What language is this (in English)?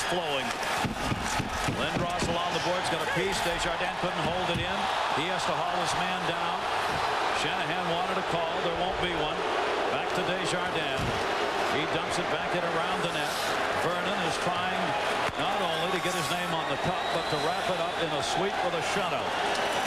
English